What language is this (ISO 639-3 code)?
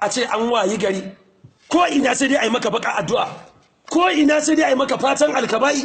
hau